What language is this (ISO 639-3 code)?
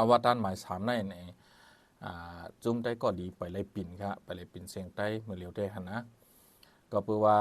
shn